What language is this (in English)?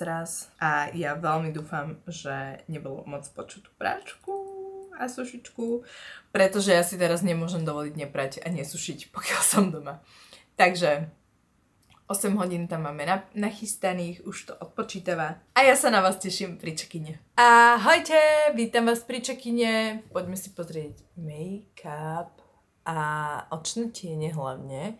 Slovak